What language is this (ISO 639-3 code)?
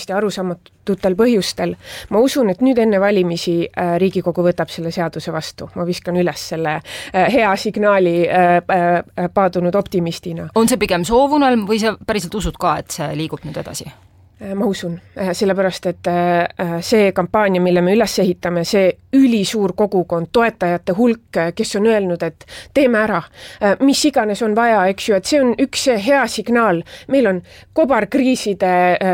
est